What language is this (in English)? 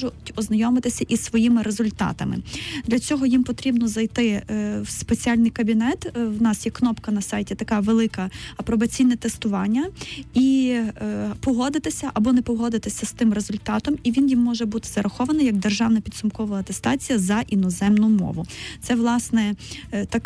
Ukrainian